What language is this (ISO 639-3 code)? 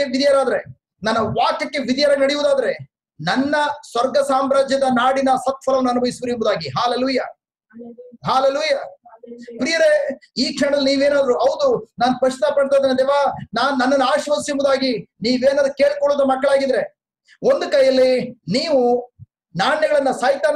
kan